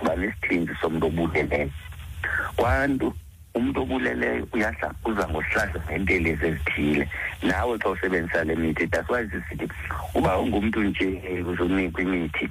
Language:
Xhosa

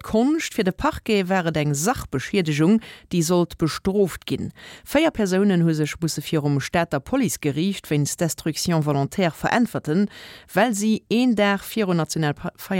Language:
Luxembourgish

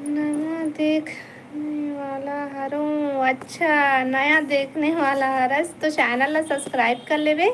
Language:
Chhattisgarhi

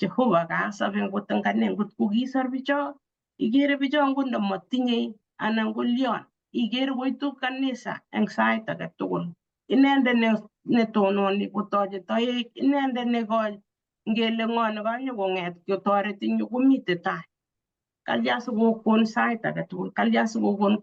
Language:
Kalenjin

